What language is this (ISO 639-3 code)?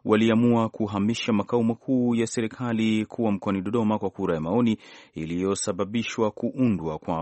swa